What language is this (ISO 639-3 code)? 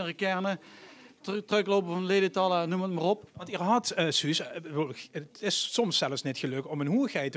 lim